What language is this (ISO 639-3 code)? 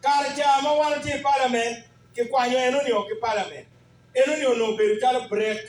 ach